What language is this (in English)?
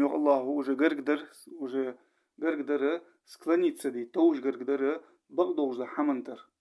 Ingush